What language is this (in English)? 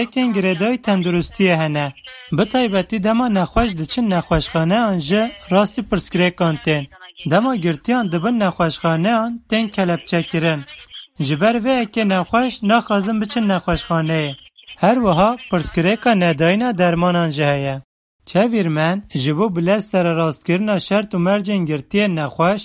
Kurdish